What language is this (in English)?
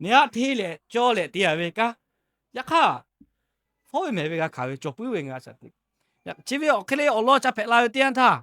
Lahu